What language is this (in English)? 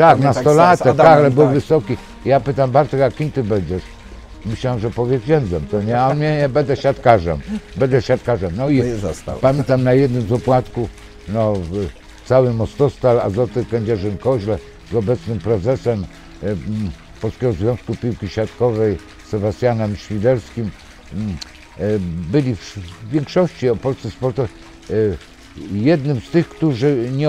Polish